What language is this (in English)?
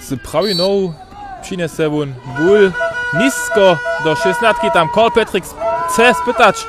Upper Sorbian